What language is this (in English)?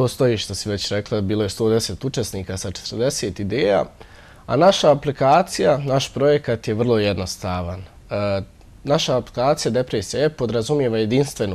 Bosnian